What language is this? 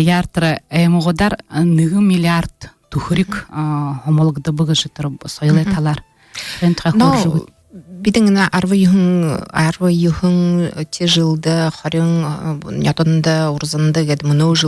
Buriat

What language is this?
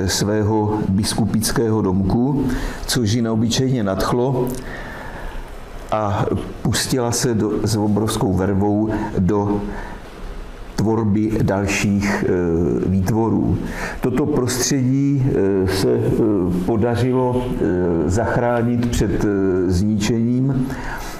Czech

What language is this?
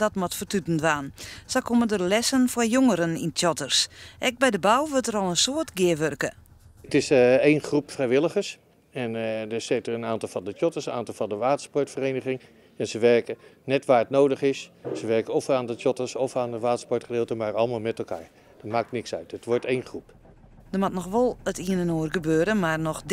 Western Frisian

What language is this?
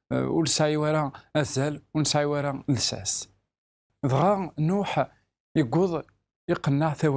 Kabyle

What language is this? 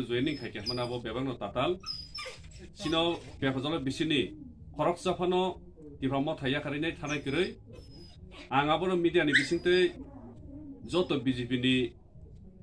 Kok Borok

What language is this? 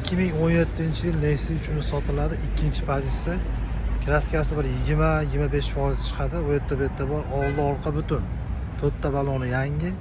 Uzbek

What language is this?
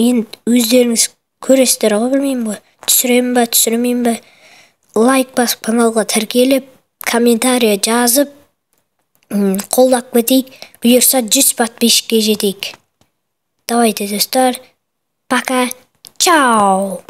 Kazakh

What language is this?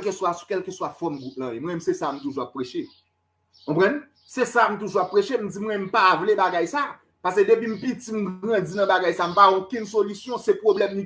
Haitian Creole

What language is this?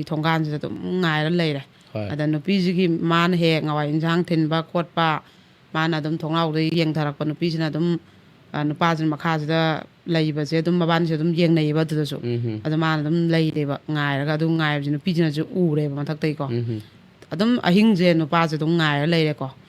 Manipuri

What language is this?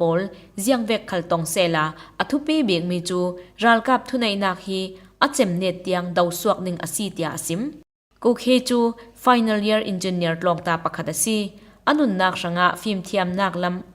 Falam Chin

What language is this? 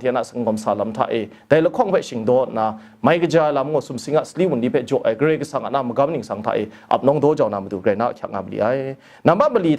Kachin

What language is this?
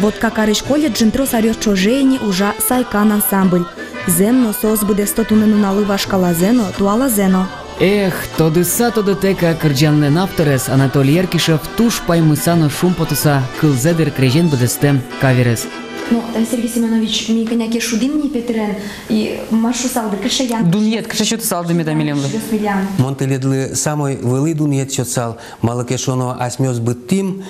Udmurt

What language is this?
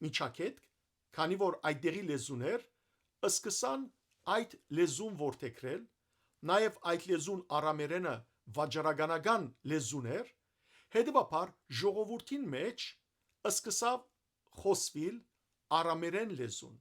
Western Armenian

